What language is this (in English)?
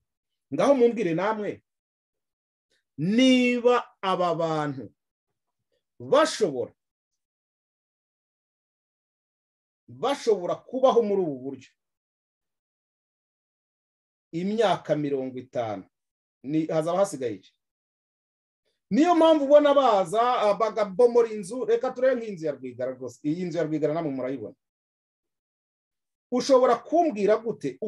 Kinyarwanda